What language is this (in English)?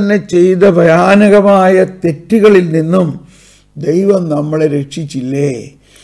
Malayalam